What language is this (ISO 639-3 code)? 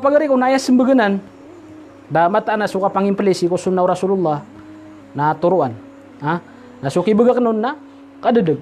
mrw